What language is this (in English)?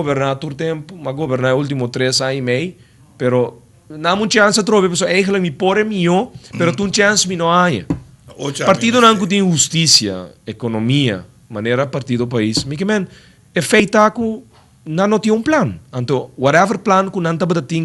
Papiamento